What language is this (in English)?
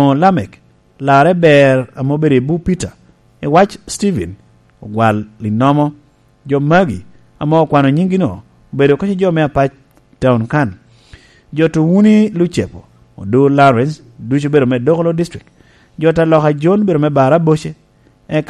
Lango (Uganda)